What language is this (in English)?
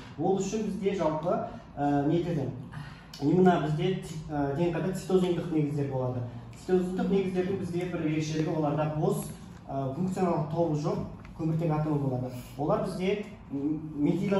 Kazakh